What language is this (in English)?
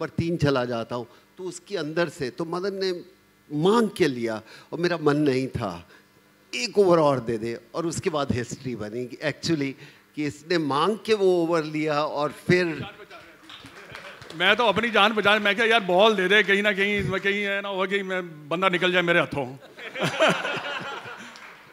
Hindi